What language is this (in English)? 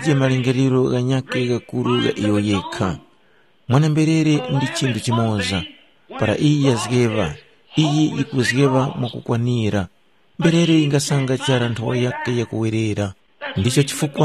Tumbuka